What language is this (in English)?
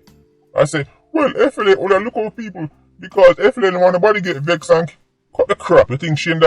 Jamaican Creole English